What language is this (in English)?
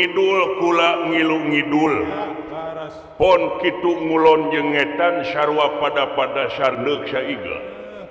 Sundanese